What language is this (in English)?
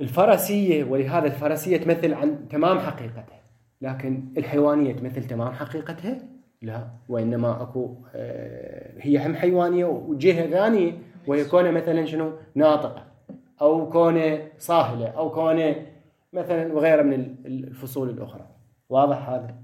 Mesopotamian Arabic